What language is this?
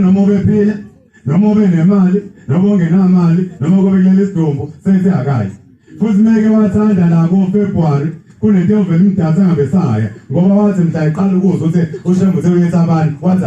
Zulu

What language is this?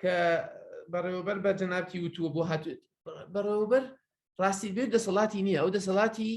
Central Kurdish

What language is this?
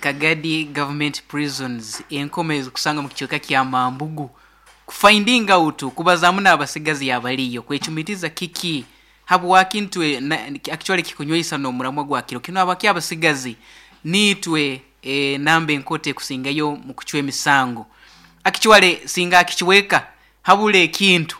Nyankole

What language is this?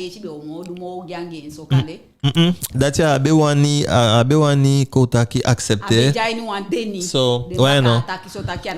Eastern Maroon Creole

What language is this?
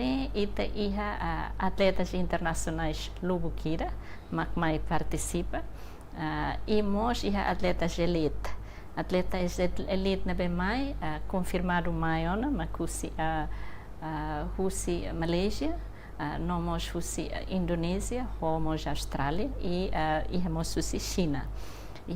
Tetum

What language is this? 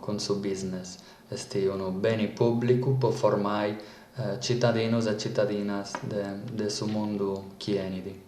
Sardinian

